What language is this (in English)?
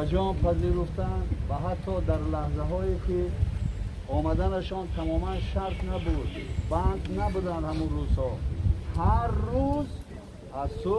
Tajik